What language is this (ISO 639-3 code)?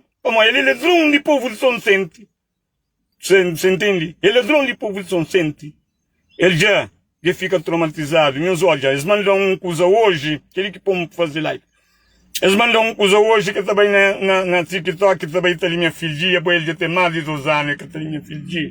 kea